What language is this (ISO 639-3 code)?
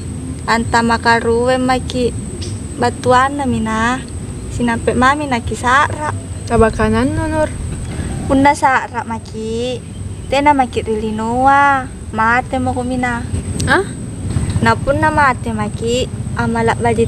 mak